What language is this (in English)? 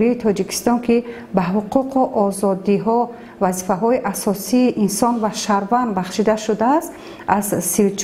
Tajik